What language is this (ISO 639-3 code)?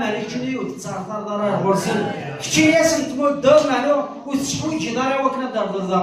kab